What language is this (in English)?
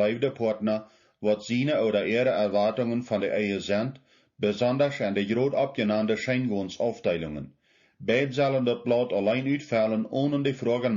Plautdietsch